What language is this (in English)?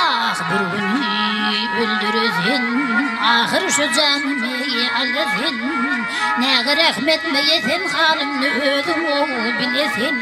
Turkmen